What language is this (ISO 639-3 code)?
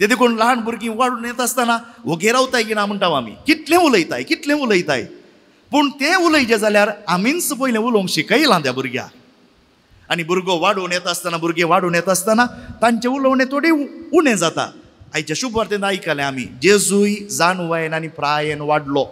kok